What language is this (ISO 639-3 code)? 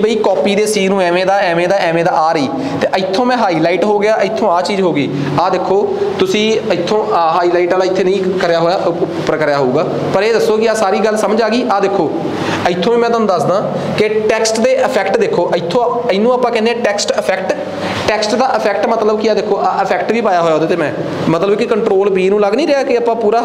pan